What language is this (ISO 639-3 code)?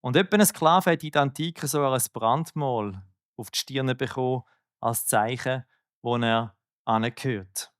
gsw